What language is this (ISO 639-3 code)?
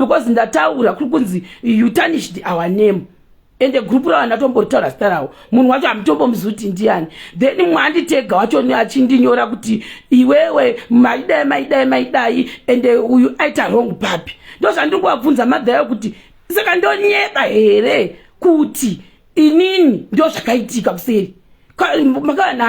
sna